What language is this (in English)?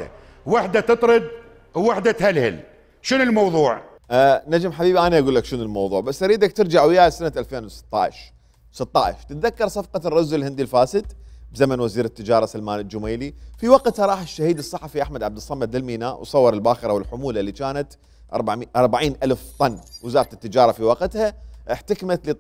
Mesopotamian Arabic